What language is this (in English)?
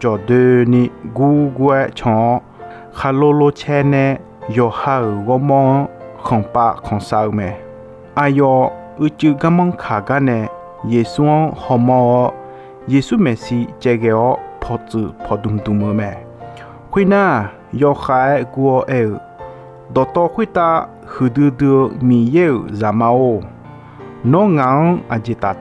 Akha